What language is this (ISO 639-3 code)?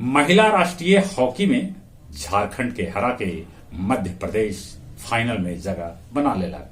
mag